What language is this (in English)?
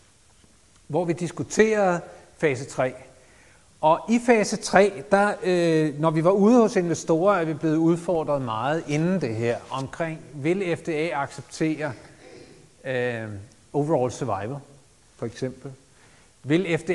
Danish